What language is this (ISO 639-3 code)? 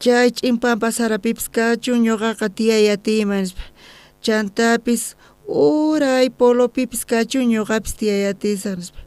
quh